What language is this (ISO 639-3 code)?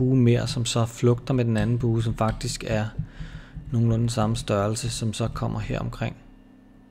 dan